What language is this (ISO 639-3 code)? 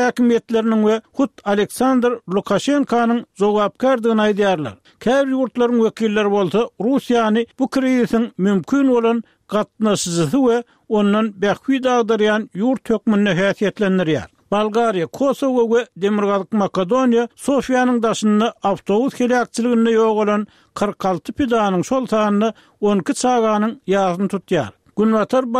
tuk